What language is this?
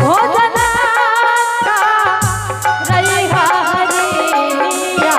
Angika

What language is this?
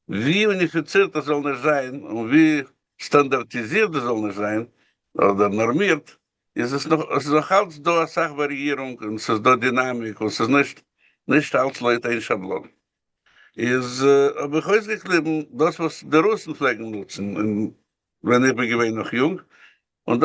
Yiddish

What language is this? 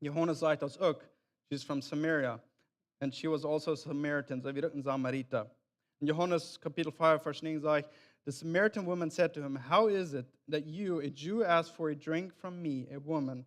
Plautdietsch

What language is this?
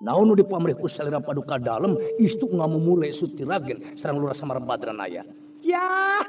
Sundanese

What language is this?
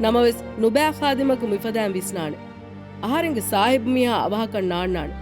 Divehi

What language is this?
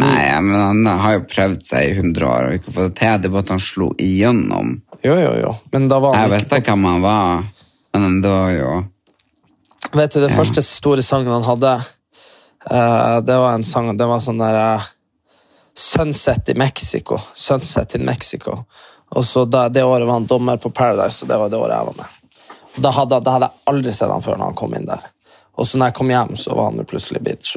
Norwegian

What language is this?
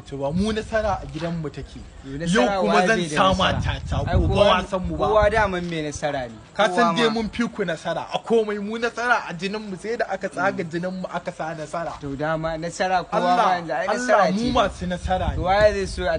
Hausa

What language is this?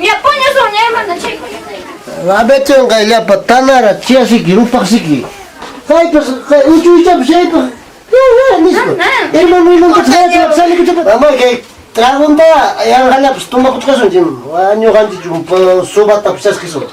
Ayacucho Quechua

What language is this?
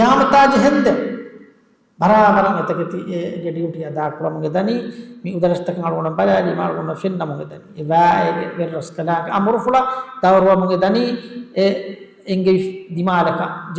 Divehi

